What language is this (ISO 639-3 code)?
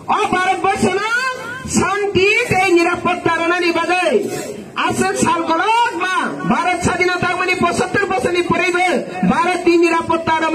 ria